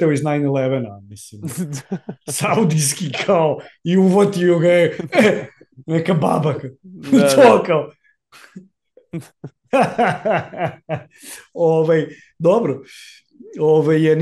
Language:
Serbian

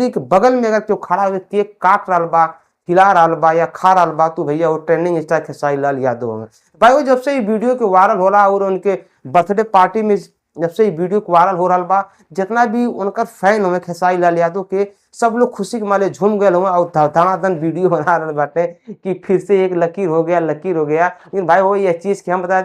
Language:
Bhojpuri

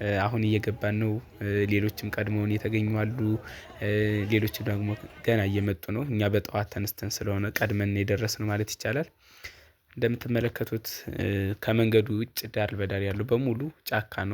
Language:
Amharic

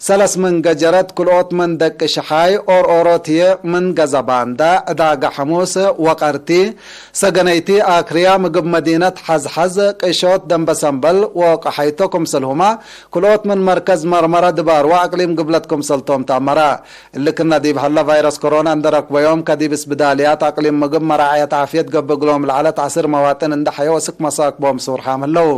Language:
Tigre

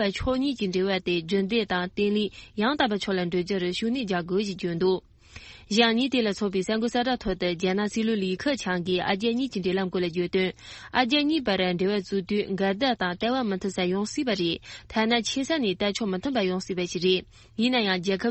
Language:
Tibetan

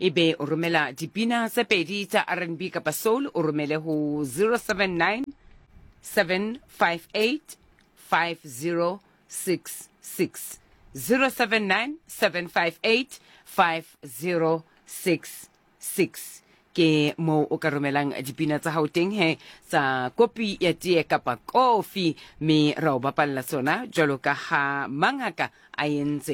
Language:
Southern Sotho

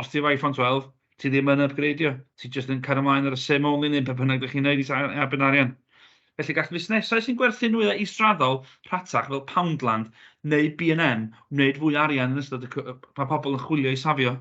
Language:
Welsh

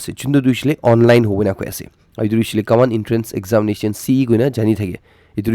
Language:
Naga Pidgin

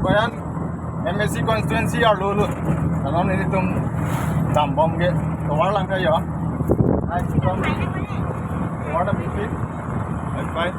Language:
Karbi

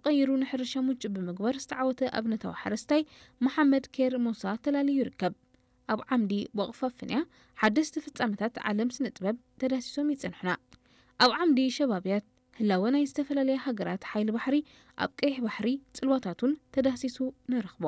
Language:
Tigrinya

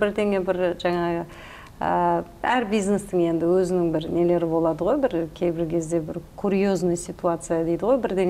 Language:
Kazakh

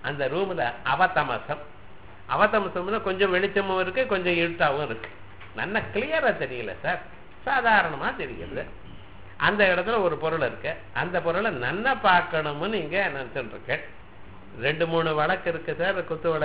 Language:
Tamil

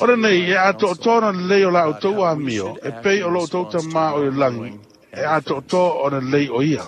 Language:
Samoan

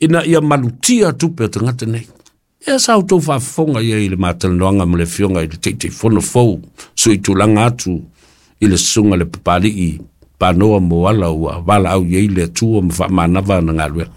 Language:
Samoan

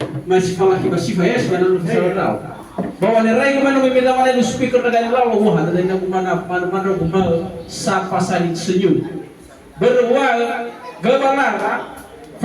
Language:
Nias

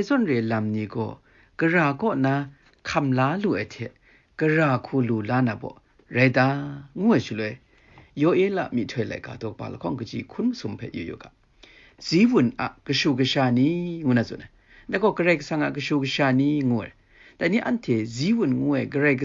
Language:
Kachin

